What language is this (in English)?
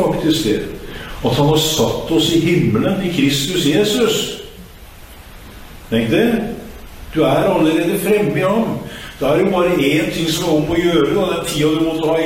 Norwegian